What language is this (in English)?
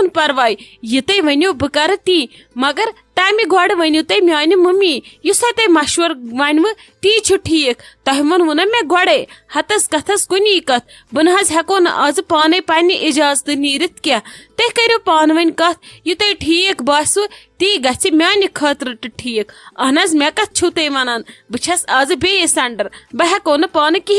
Kashmiri